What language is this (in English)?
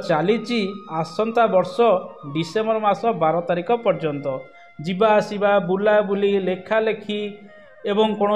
Odia